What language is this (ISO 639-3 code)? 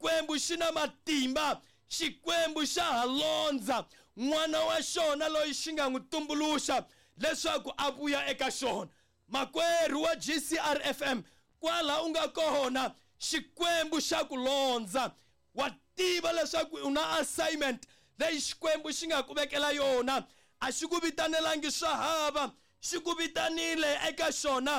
tso